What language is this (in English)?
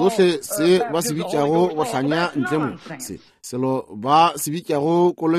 Northern Sotho